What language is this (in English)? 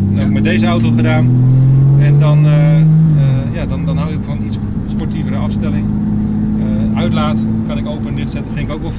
Dutch